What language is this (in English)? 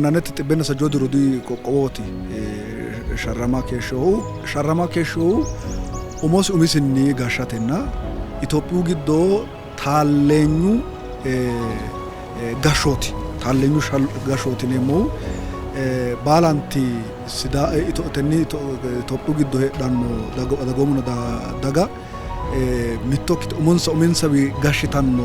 Sidamo